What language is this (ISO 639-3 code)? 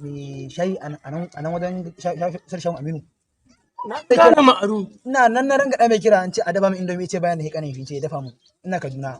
hau